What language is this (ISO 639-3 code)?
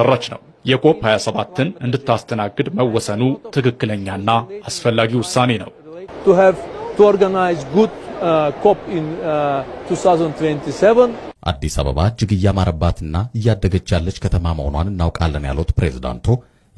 amh